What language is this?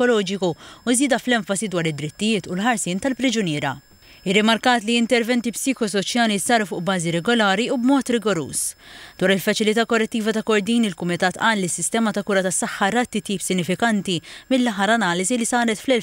Maltese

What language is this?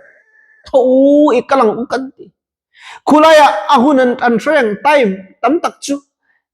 Mizo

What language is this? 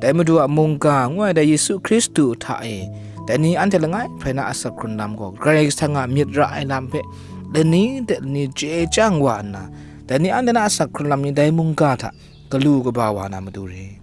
Kachin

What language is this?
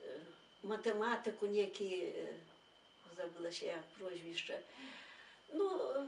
Belarusian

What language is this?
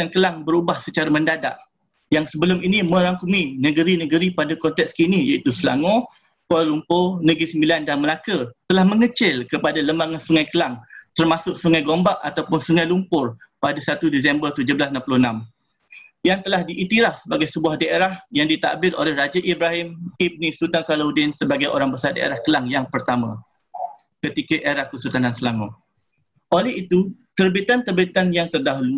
Malay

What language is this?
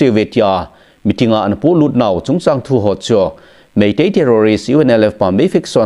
Thado Chin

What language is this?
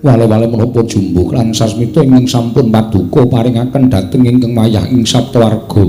Javanese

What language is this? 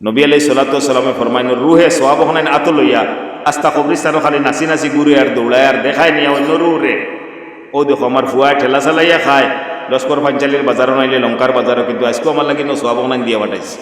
Sylheti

